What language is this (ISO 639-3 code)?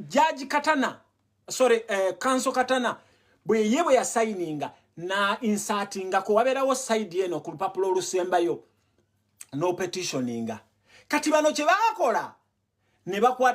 lug